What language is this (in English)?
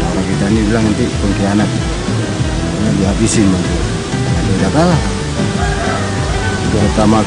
Indonesian